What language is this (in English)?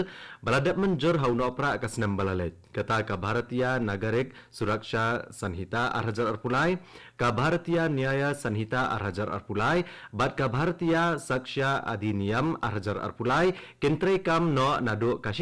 Khasi